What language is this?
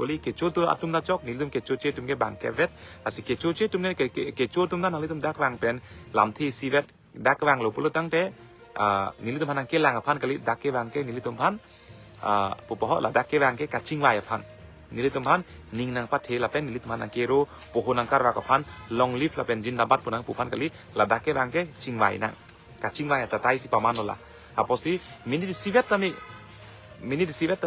Karbi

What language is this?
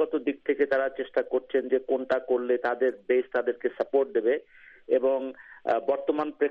Bangla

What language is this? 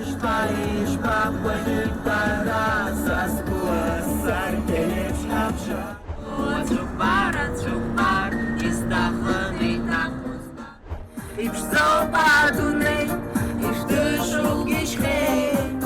Abkhazian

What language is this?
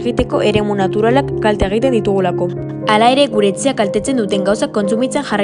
Basque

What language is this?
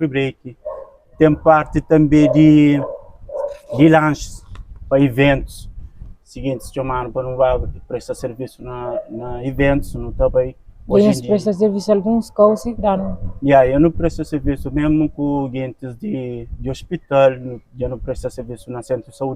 Kabuverdianu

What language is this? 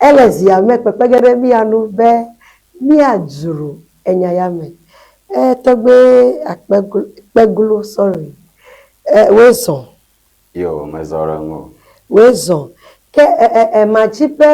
Ewe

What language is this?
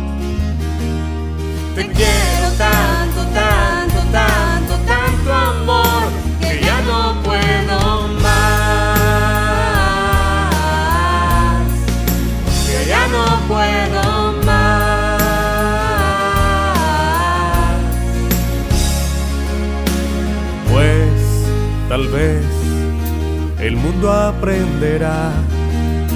Spanish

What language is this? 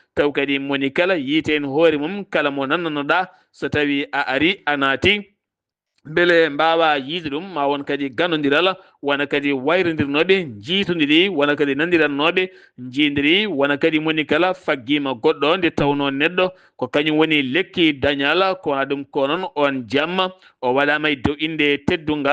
Fula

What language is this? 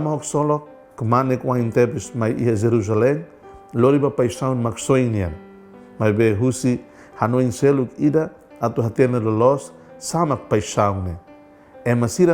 Tetum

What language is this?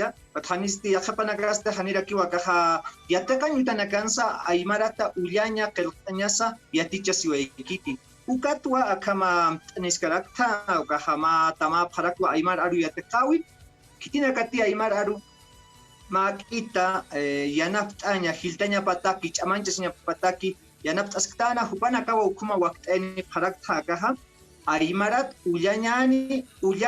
Aymara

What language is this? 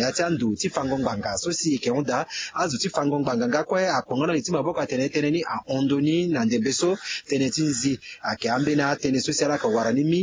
Sango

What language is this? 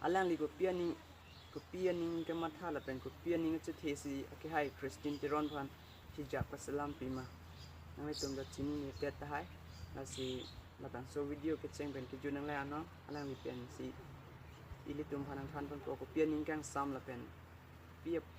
Karbi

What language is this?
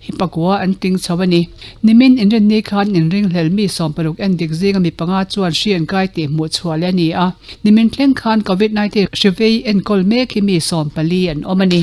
Mizo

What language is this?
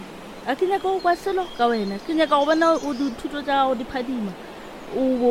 Northern Sotho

